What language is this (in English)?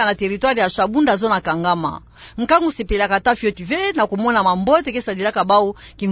Kituba (Democratic Republic of Congo)